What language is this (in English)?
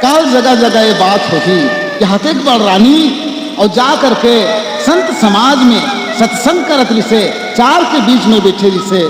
Chhattisgarhi